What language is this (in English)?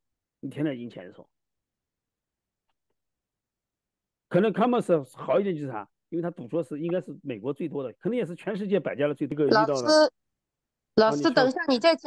Chinese